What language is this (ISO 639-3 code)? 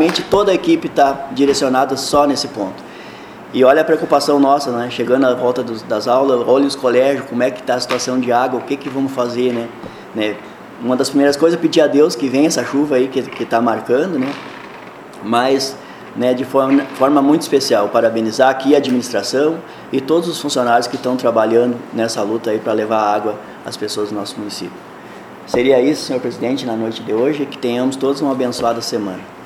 por